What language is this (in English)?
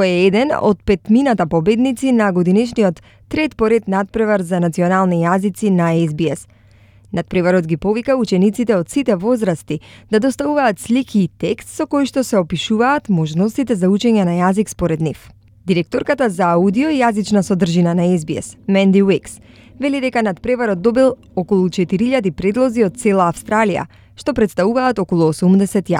Macedonian